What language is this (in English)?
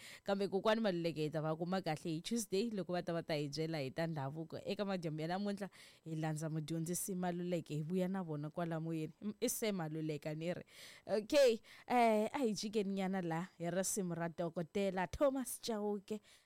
Tsonga